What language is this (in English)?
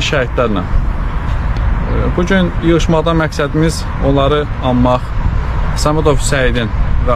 Azerbaijani